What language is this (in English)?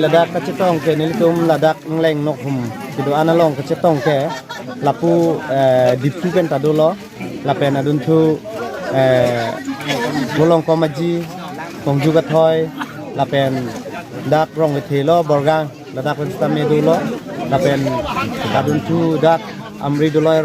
Karbi